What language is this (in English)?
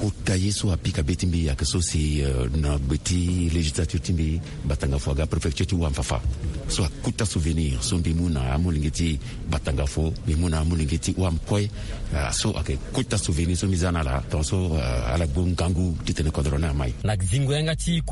Sango